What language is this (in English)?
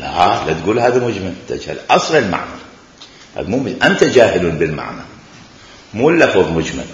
Mesopotamian Arabic